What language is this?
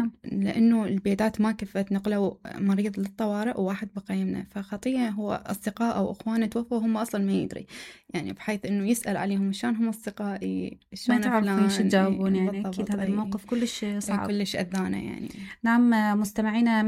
Mesopotamian Arabic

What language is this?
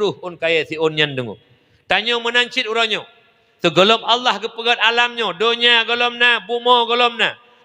Achinese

